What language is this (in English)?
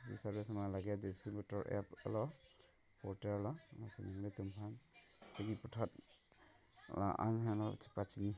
Karbi